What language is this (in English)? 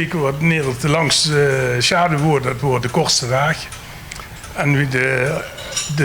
Limburgish